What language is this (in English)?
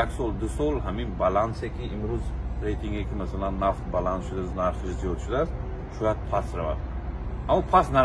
Tajik